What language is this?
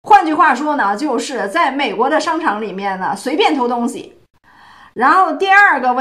Chinese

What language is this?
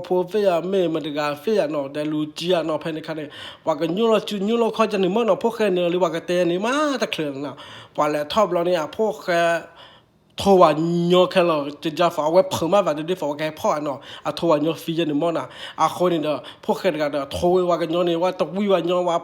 S'gaw Karen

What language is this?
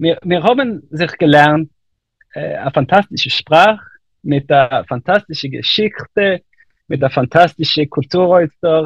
Yiddish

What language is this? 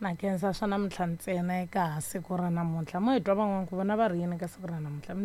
Tsonga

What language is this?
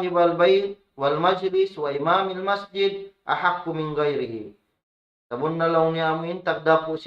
Tausug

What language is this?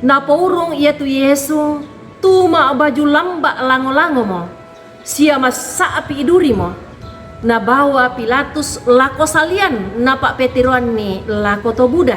Toraja-Sa'dan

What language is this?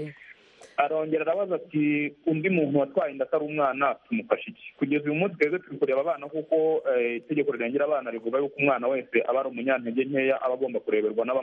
Kinyarwanda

